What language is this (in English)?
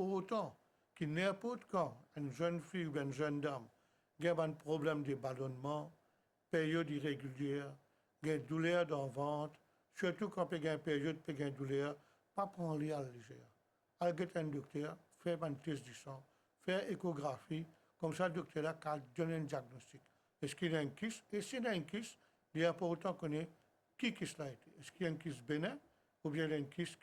Morisyen